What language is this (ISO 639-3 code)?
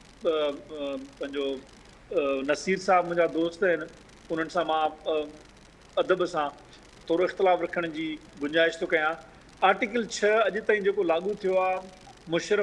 snd